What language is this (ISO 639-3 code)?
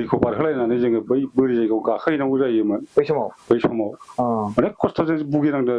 brx